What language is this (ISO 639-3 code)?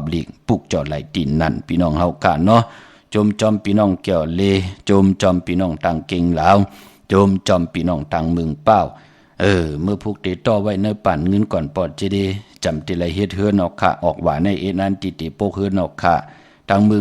shn